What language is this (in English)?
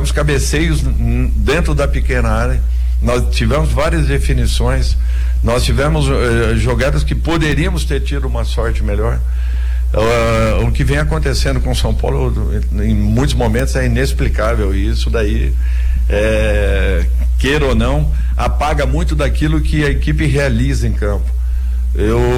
Portuguese